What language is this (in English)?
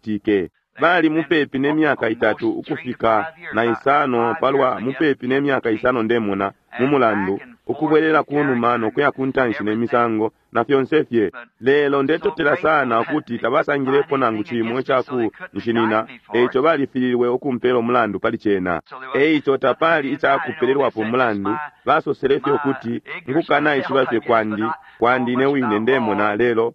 Bemba